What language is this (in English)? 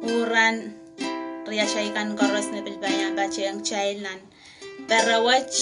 Pohnpeian